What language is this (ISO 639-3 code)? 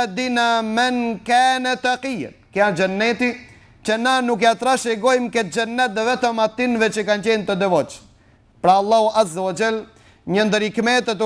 sqi